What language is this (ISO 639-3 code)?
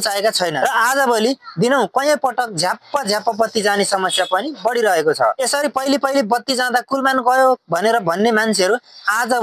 nep